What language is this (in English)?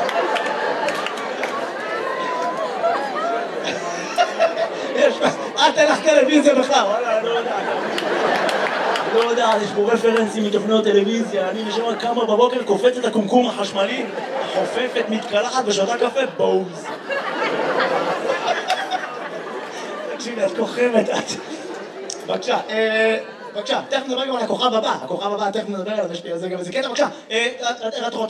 Hebrew